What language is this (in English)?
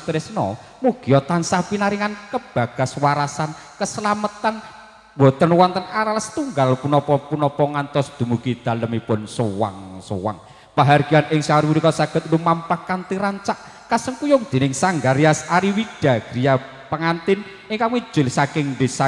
Javanese